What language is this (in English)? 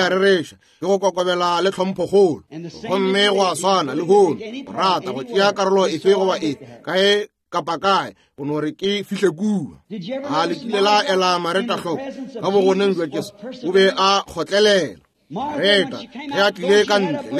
Northern Sotho